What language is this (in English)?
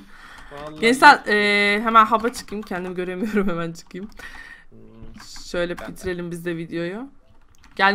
Turkish